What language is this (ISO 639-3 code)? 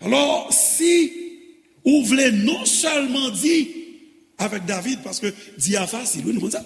hat